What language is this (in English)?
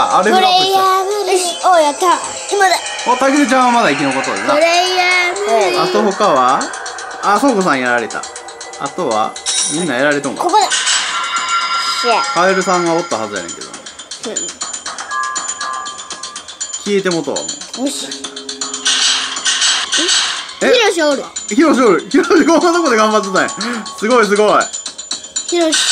Japanese